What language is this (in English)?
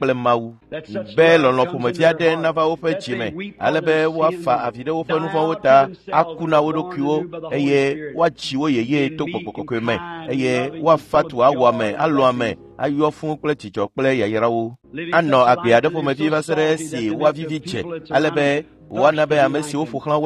Ewe